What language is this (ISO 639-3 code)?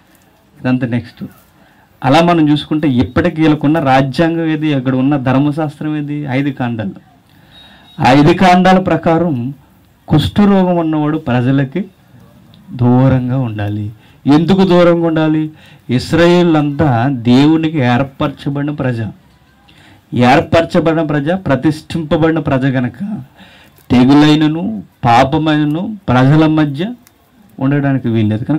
tel